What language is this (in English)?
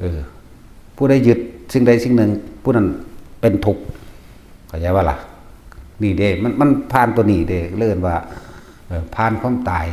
Northeastern Thai